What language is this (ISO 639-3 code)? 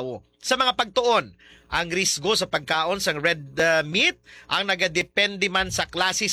hil